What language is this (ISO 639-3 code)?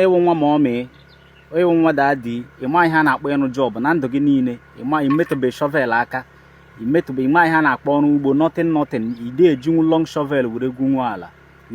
ibo